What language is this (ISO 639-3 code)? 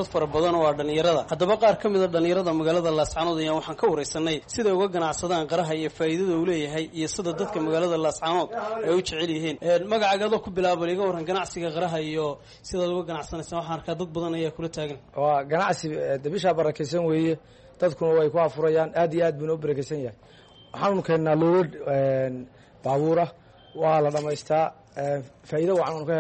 som